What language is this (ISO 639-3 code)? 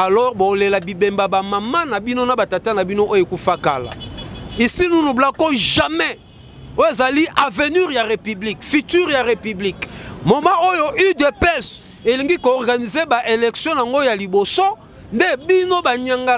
lin